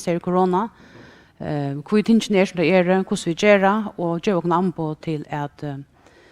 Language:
Faroese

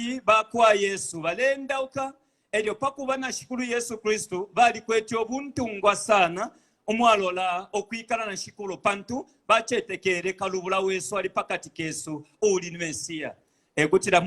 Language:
Bemba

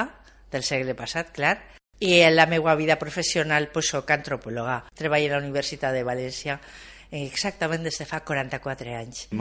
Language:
Catalan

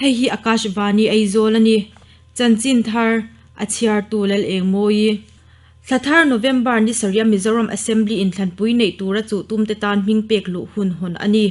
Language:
Mizo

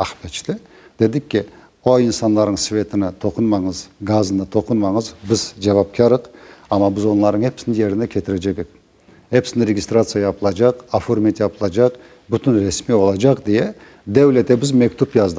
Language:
Crimean Tatar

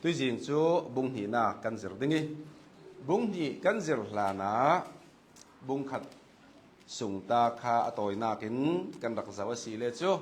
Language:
Hakha Chin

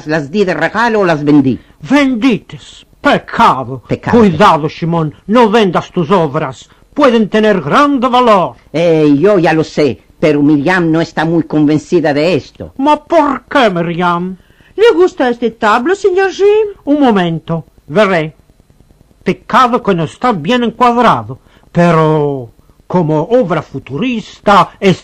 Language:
Ladino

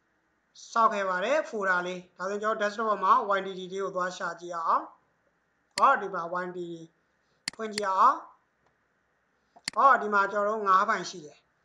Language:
Burmese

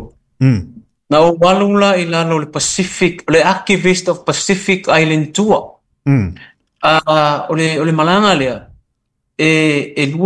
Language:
Samoan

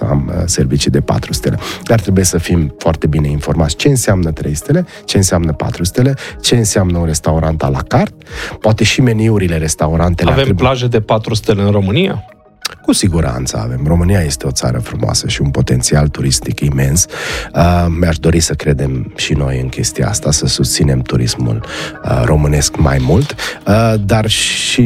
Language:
Romanian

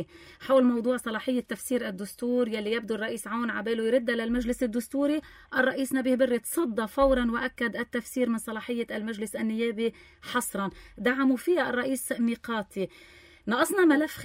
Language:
North Levantine Arabic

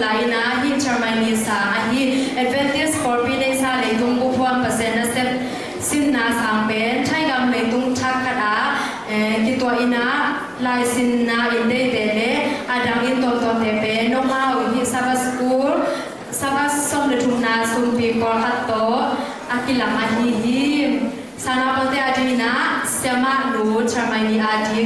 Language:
Tedim Chin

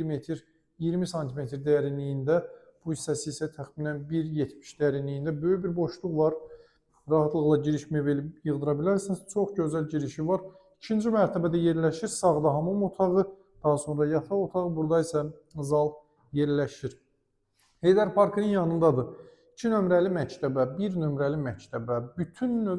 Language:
Azerbaijani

